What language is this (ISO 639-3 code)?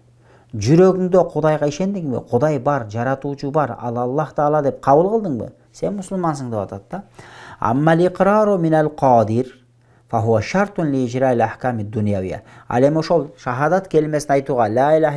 kir